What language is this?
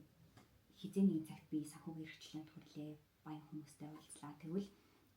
Mongolian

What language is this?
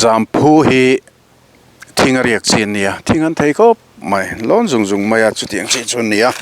Mizo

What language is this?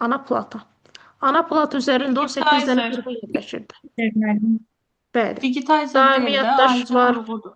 Azerbaijani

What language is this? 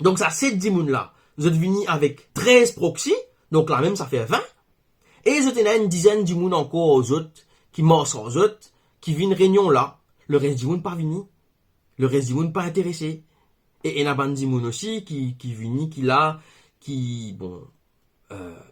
Morisyen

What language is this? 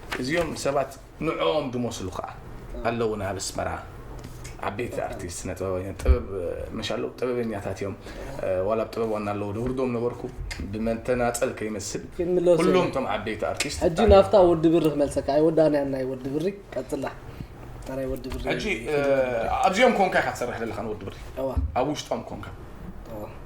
Tigrinya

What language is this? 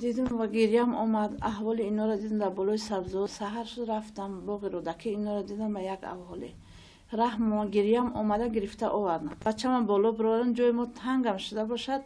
Tajik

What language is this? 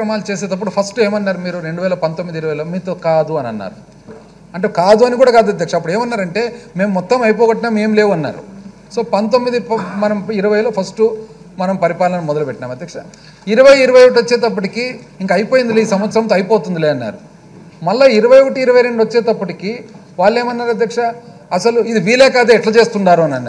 Telugu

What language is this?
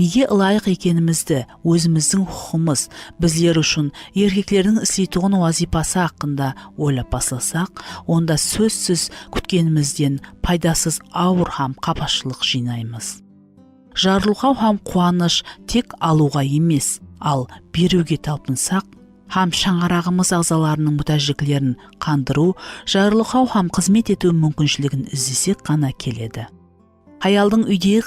Kara-Kalpak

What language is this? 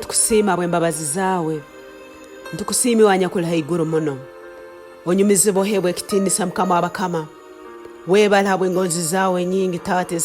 Tooro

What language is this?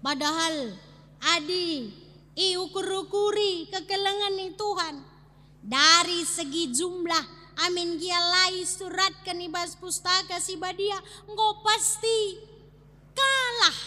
Batak Karo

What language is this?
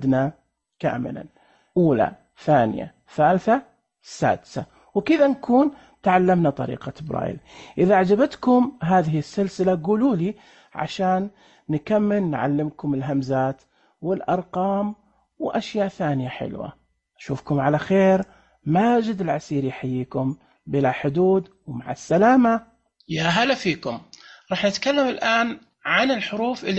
Najdi Arabic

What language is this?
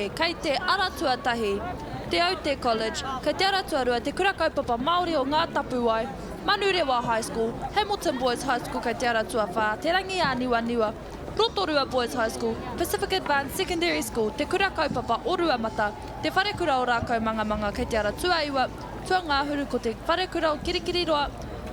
Māori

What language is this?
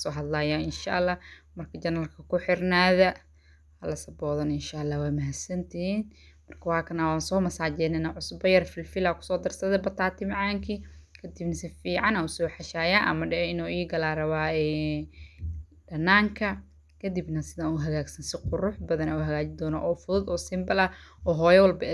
Somali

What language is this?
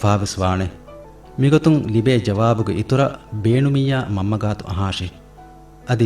Divehi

